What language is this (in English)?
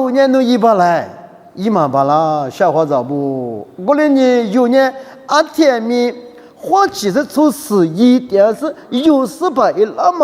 Lisu